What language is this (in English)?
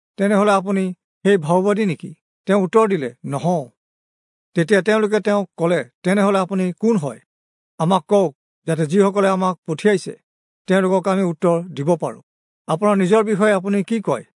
Assamese